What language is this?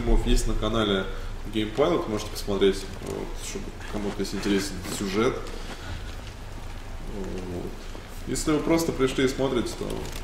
Russian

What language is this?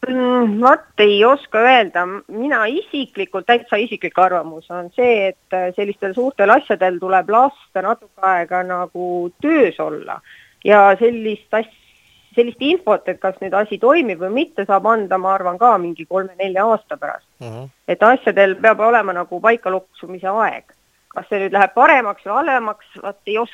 Estonian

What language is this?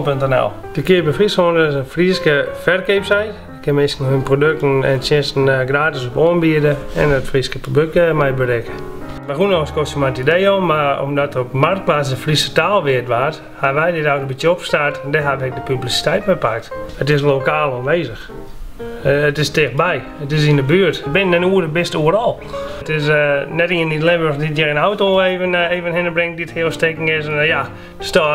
Western Frisian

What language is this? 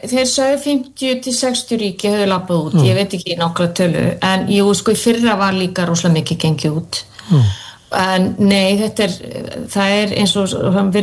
Icelandic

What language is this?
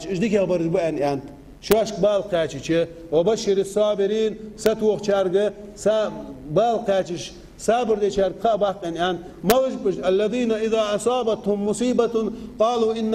Ingush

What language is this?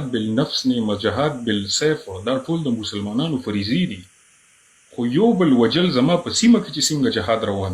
Pashto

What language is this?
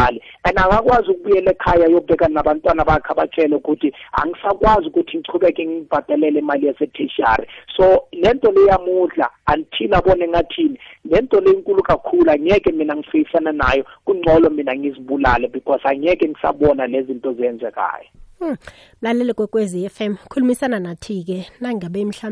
South Ndebele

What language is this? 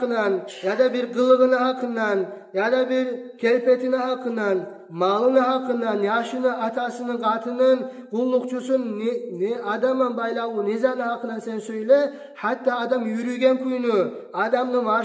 Kumyk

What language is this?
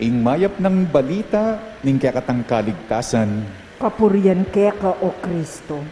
Pampanga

